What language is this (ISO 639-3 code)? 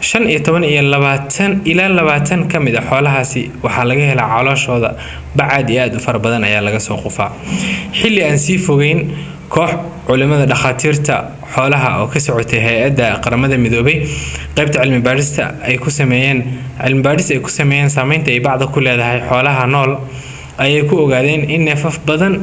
som